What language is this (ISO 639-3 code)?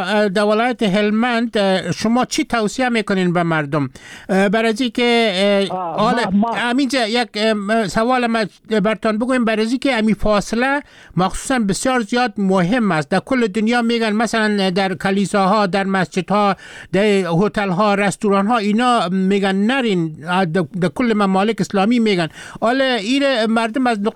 fas